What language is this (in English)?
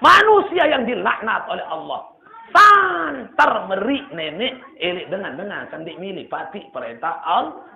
Sasak